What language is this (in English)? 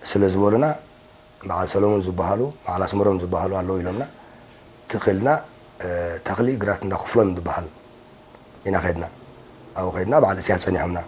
Tigrinya